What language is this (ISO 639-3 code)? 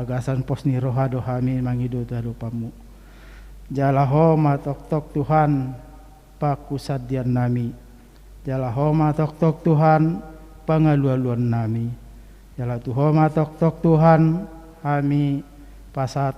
bbc